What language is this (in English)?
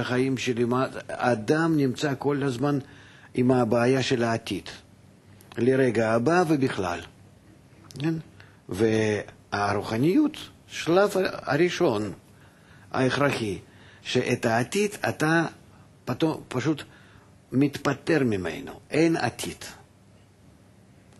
Hebrew